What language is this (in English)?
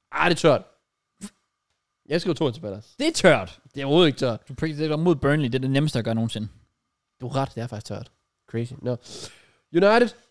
Danish